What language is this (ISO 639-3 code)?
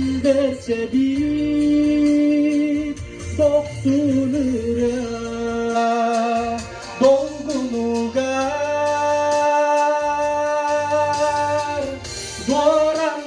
sah